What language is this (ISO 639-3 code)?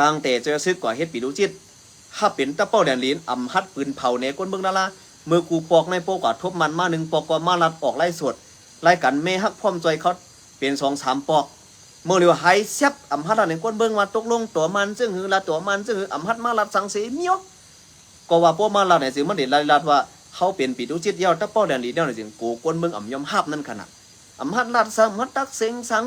shn